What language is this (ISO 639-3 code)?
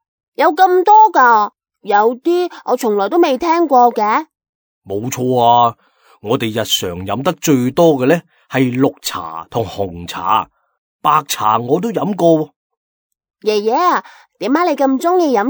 yue